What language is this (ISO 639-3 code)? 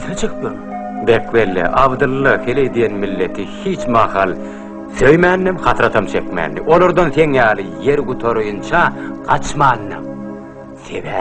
tuk